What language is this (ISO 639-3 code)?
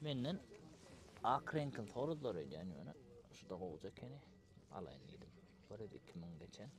tuk